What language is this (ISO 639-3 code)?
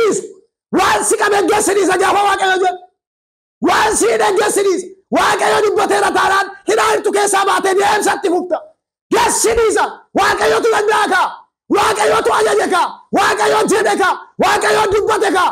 orm